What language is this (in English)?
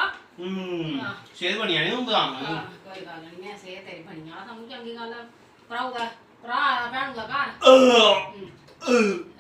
Dogri